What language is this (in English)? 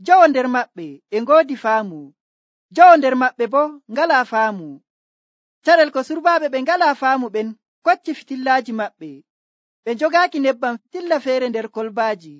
Nigerian Fulfulde